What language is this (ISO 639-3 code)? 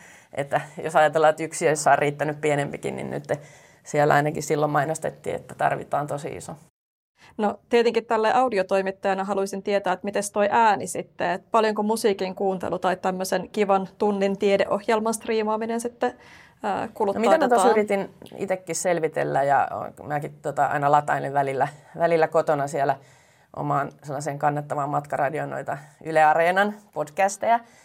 fin